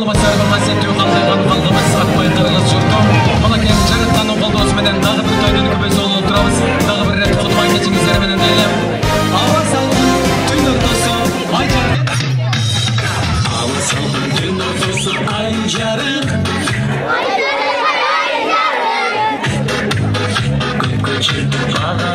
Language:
Kyrgyz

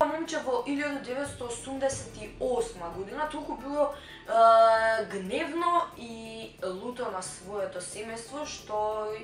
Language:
Macedonian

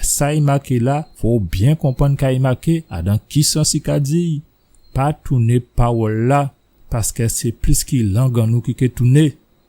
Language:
Guadeloupean Creole French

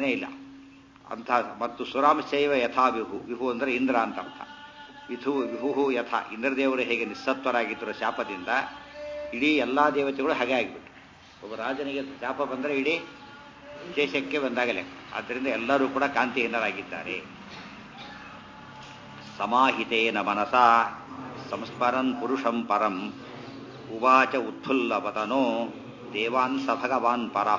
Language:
Kannada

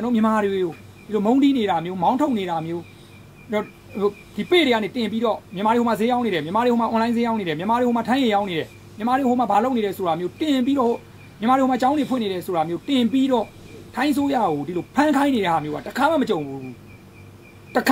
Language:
Burmese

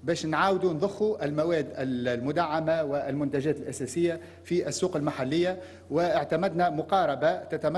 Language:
Tunisian Arabic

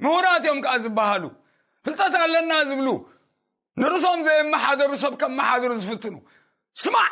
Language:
Tigrinya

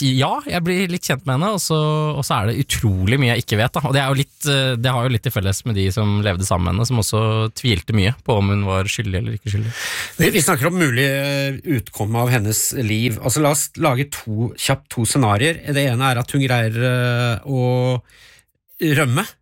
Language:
Norwegian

